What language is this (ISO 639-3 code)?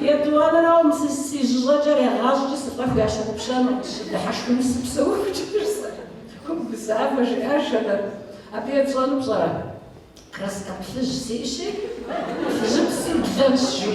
kbd